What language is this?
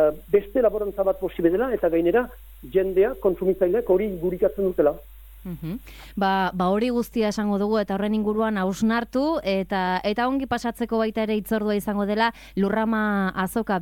Basque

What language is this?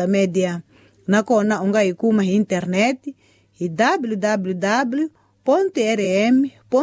Tsonga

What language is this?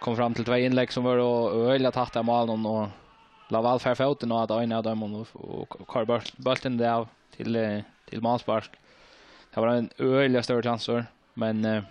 Faroese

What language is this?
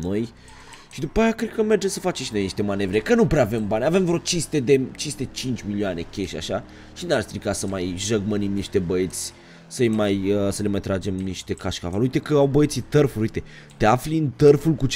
Romanian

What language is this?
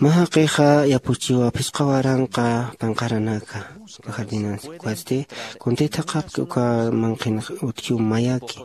Aymara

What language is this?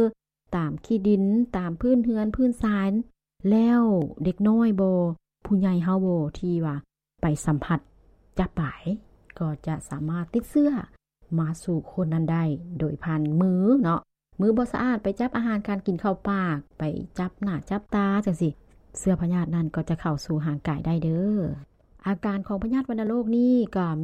Lao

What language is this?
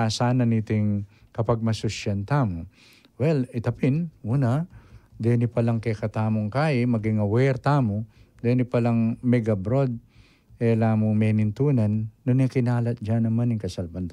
Pampanga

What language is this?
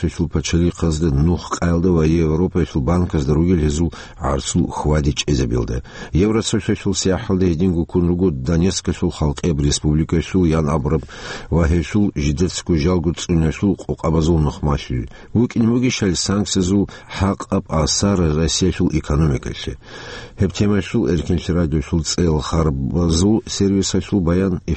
Avaric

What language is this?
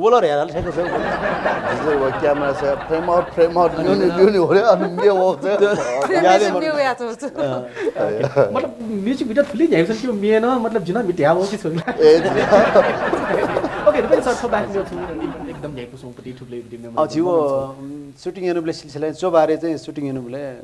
Newari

